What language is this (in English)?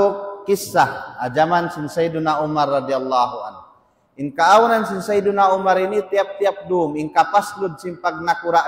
Tausug